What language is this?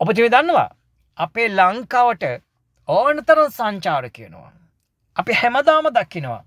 Sinhala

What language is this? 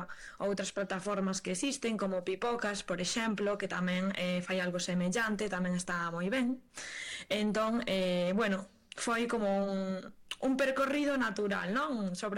Galician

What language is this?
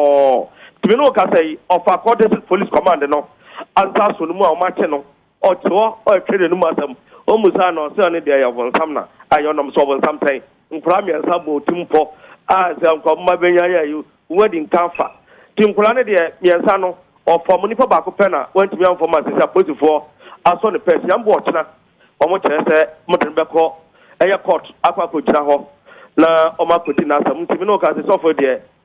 Akan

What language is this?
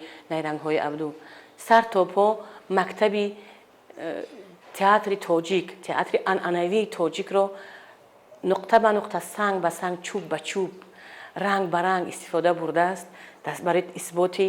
Tajik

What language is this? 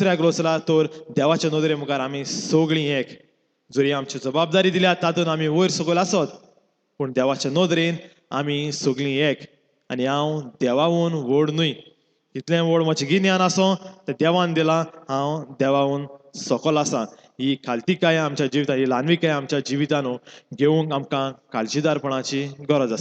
Konkani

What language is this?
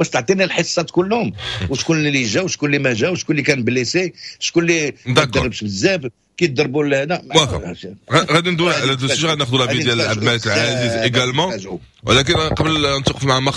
Moroccan Arabic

